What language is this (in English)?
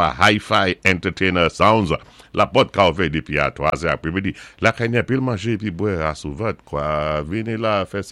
Saint Lucian Creole French